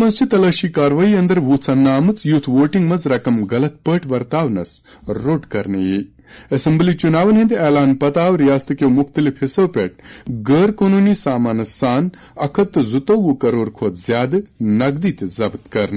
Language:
Kashmiri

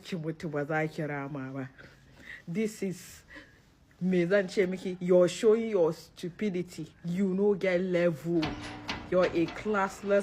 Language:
Hausa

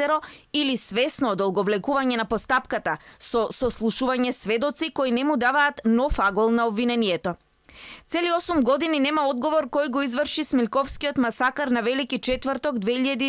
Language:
Macedonian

